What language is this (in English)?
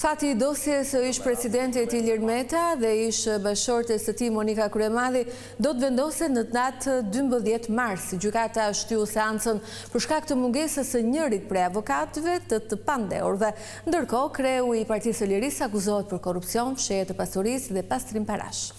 Albanian